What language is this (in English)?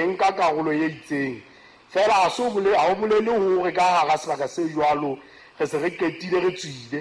Southern Sotho